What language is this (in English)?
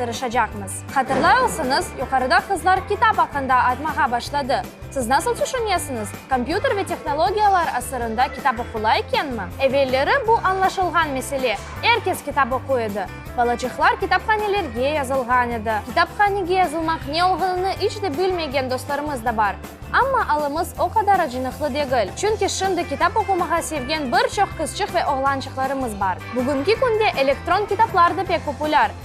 Crimean Tatar